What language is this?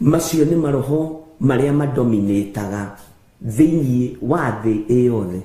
Kikuyu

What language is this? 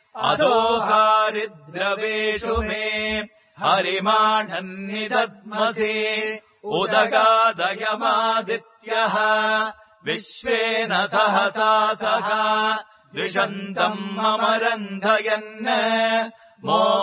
Sanskrit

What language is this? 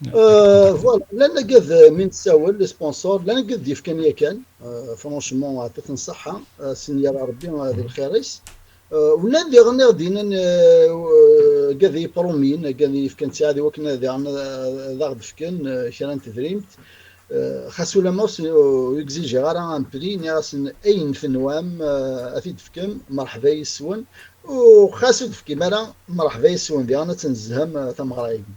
Kabyle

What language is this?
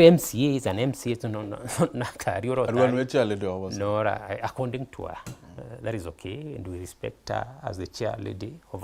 Meru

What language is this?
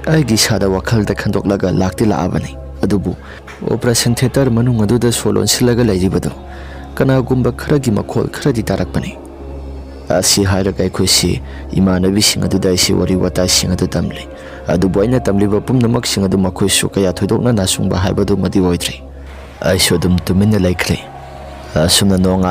Manipuri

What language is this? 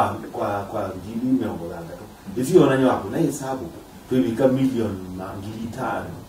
Kamba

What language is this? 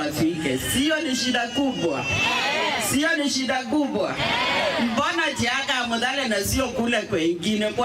Kamba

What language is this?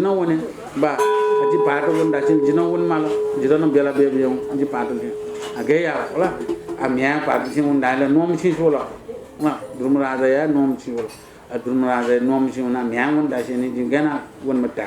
Newari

